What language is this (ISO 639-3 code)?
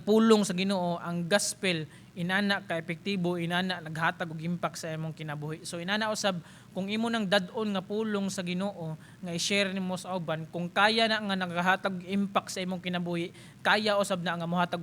ceb